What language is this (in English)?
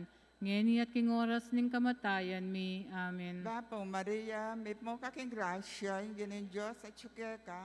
Pampanga